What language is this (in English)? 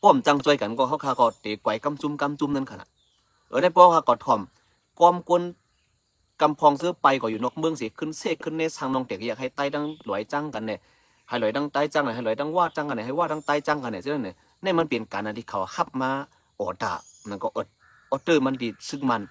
Shan